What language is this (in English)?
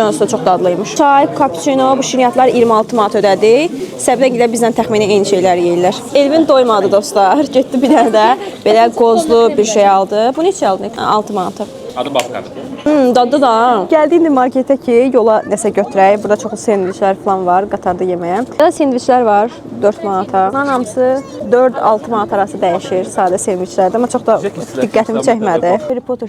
Azerbaijani